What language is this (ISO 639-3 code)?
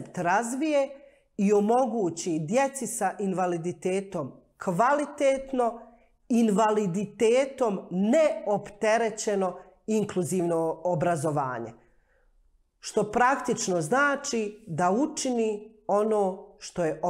bos